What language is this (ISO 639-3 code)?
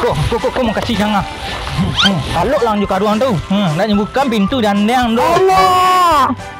min